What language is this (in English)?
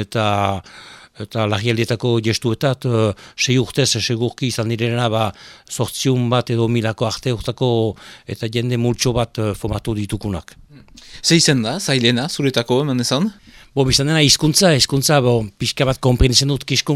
Basque